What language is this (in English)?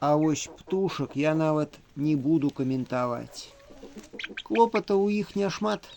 Belarusian